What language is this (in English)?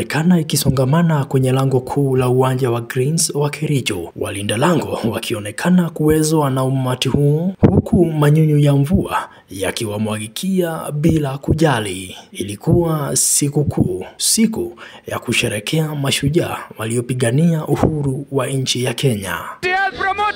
Swahili